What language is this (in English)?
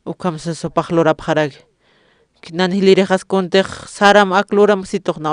Aymara